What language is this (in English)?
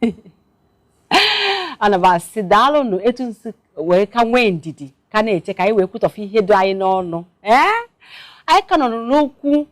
Igbo